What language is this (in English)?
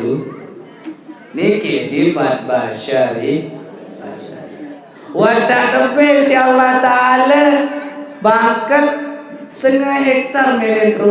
Sasak